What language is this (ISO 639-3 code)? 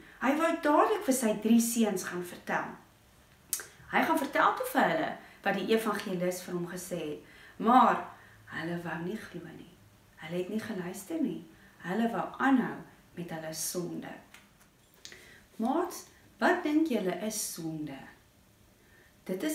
afr